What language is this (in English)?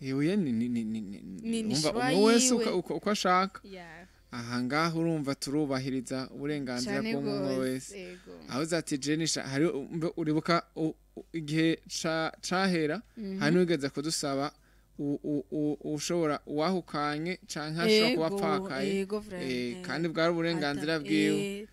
Rundi